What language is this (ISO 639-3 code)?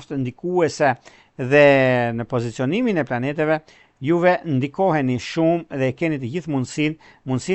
sqi